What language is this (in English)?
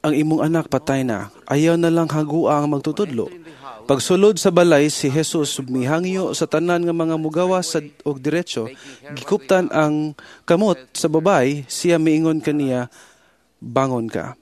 Cebuano